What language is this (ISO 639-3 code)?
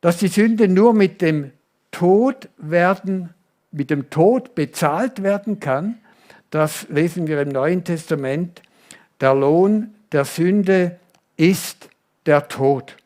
gsw